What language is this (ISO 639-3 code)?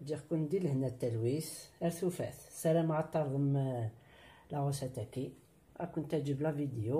kab